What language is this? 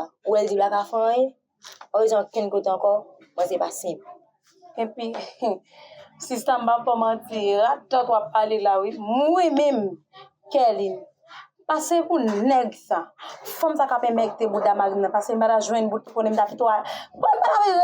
Haitian Creole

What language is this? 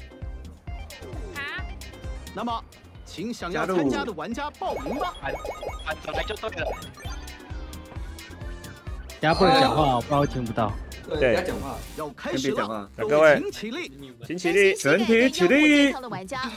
Chinese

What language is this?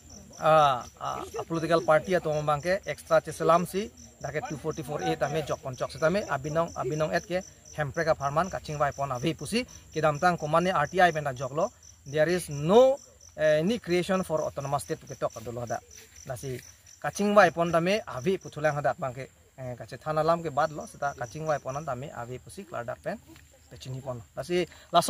Karbi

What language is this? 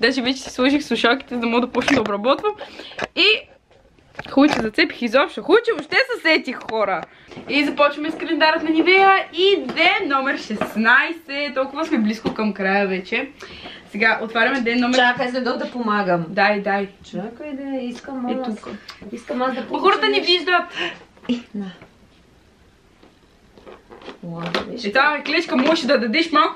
Bulgarian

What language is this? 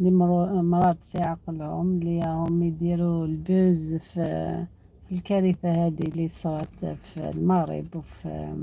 Algerian Arabic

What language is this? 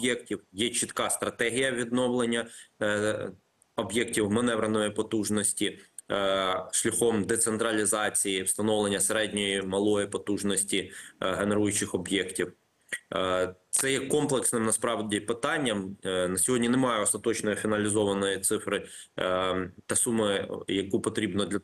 Ukrainian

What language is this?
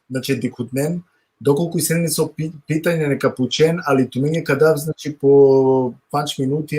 Balkan Romani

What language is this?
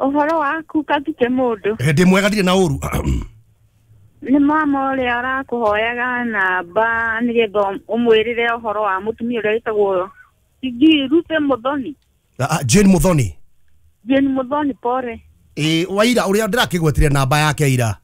Kikuyu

